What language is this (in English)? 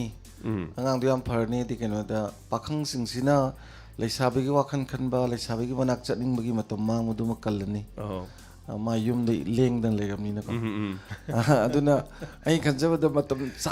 Manipuri